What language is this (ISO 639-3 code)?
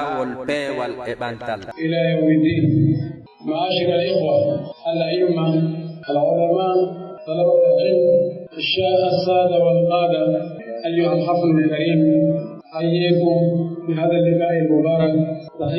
fuf